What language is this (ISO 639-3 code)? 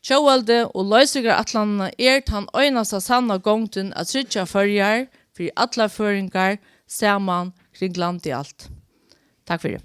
fao